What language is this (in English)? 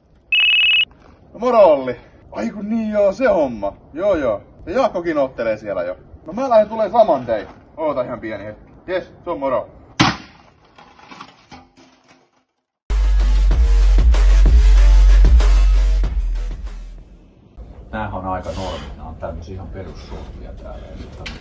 Finnish